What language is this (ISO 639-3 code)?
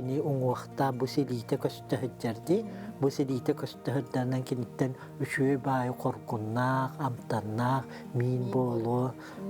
sah